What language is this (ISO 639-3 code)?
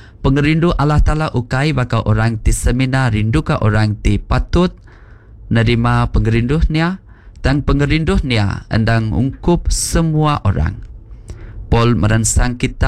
iba